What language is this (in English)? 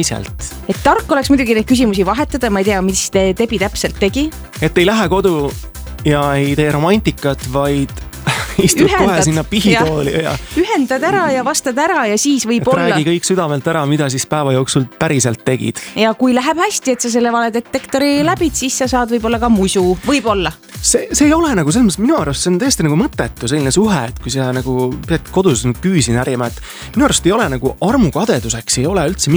Estonian